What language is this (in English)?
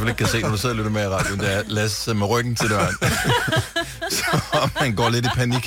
Danish